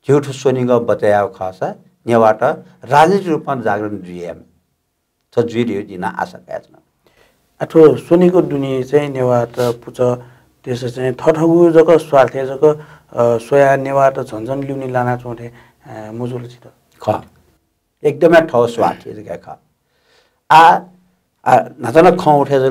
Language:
Newari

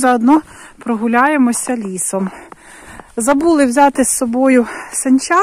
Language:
Ukrainian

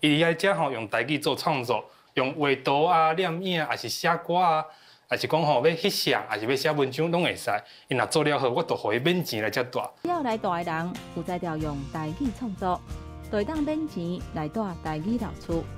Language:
Min Nan Chinese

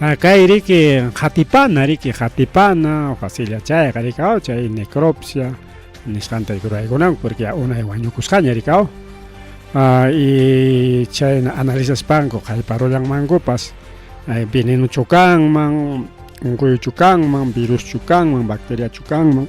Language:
Ayacucho Quechua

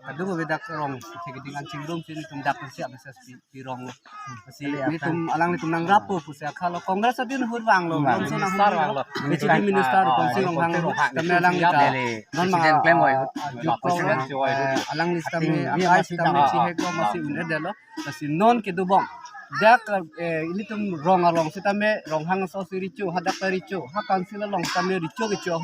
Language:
Karbi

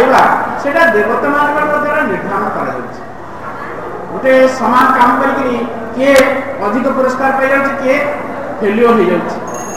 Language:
Odia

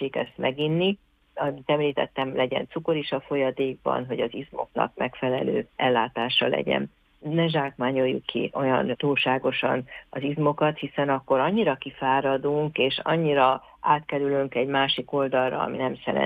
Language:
Hungarian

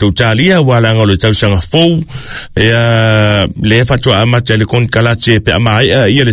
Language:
Samoan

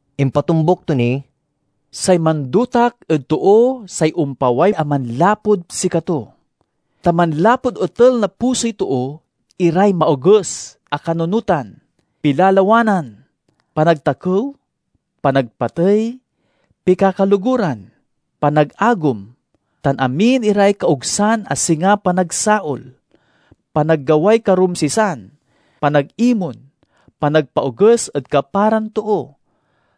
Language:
Pangasinan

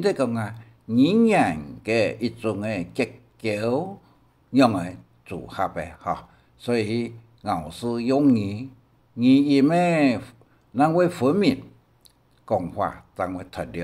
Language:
Hakka Chinese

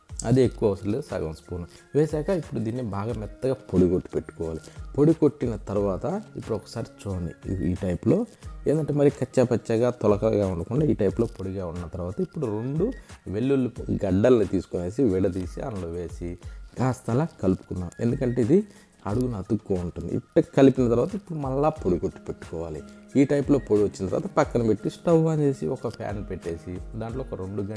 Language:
Telugu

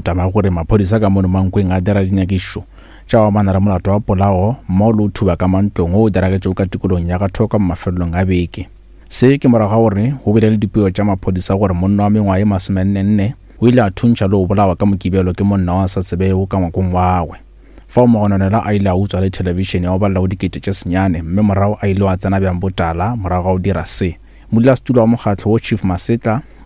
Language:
Northern Sotho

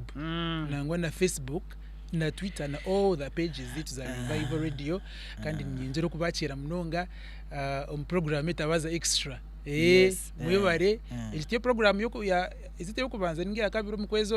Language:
Nyankole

